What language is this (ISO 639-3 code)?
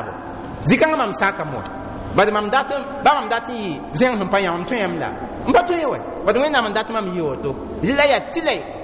mos